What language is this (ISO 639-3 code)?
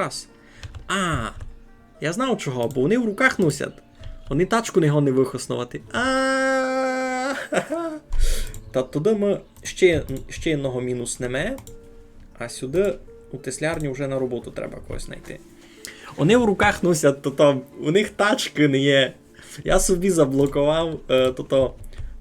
rue